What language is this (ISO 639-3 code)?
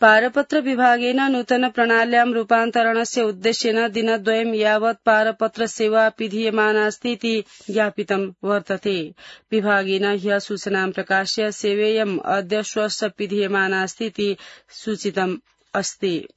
san